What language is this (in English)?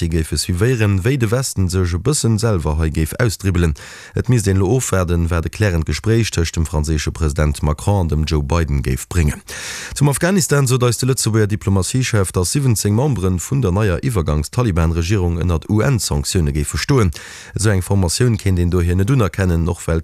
Luxembourgish